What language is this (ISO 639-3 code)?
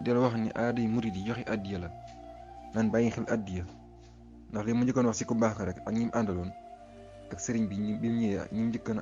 wol